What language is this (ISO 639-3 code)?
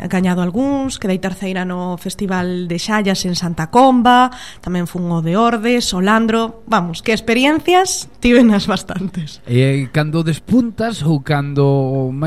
glg